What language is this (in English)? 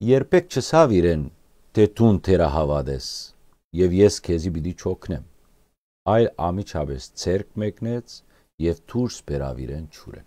Western Armenian